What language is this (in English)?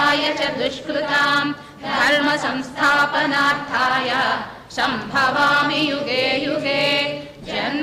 Sanskrit